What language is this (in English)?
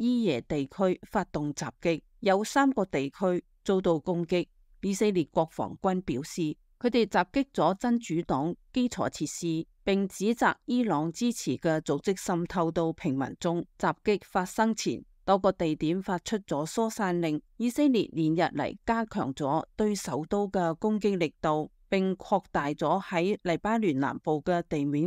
Cantonese